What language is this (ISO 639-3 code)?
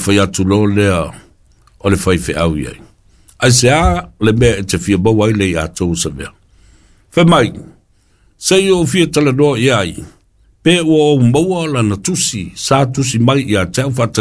smo